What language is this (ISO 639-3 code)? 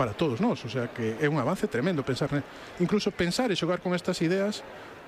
glg